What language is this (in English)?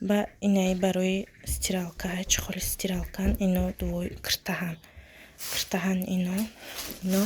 Tajik